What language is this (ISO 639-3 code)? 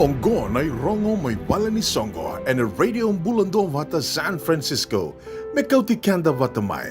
fij